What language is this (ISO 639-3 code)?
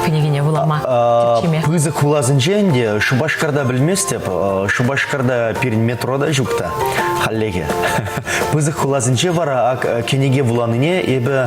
chv